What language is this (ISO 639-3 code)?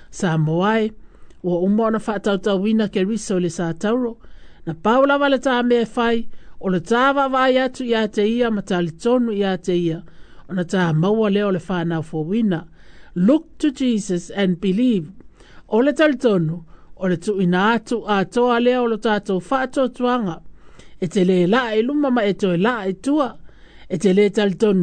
smo